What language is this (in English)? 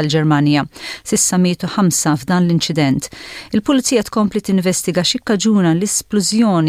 Maltese